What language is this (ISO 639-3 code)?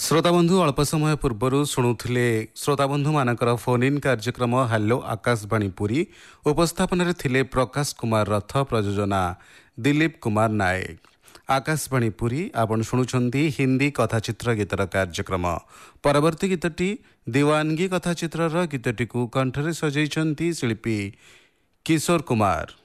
ori